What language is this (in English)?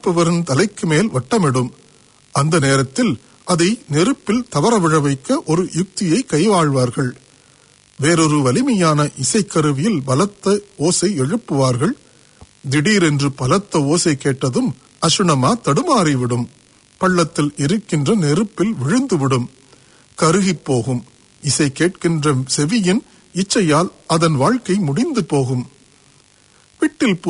Tamil